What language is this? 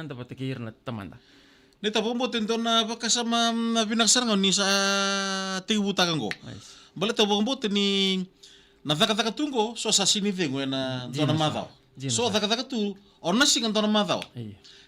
Fijian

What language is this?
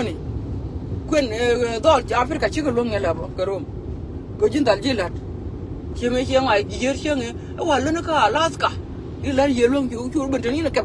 Nuer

